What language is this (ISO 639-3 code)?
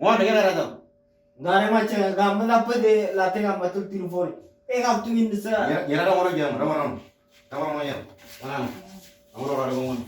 mor